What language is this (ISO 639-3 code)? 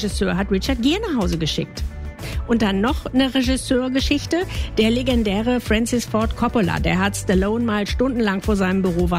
deu